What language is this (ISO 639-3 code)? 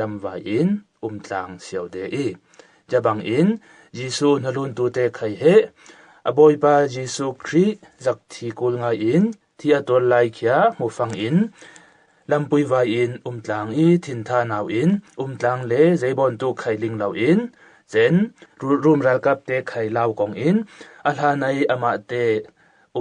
cfm